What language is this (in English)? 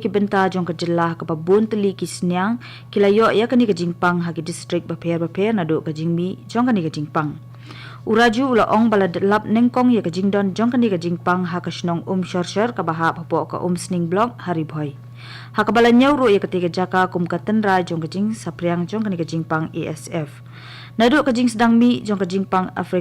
Khasi